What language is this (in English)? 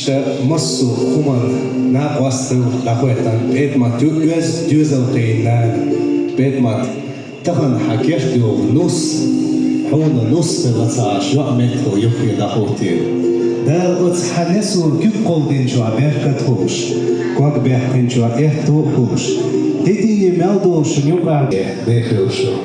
Chechen